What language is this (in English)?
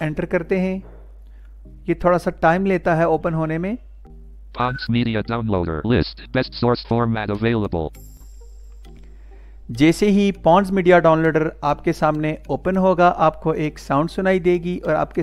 Hindi